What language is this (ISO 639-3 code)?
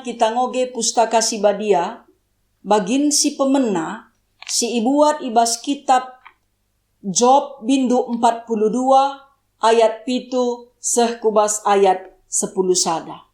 btx